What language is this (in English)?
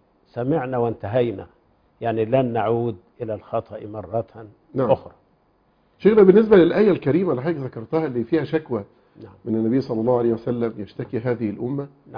Arabic